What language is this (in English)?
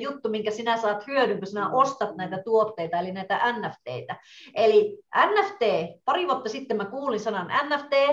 Finnish